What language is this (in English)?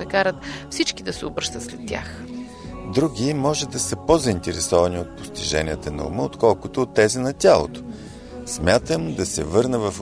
Bulgarian